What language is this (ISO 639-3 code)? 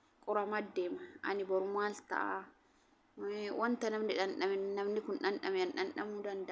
orm